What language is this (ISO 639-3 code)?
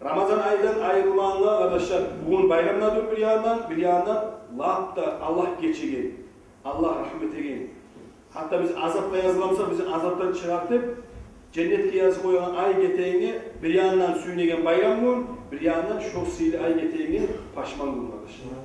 kum